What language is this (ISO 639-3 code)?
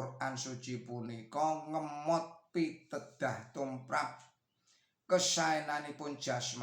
jav